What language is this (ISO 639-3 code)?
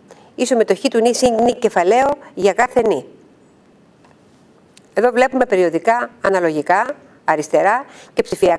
ell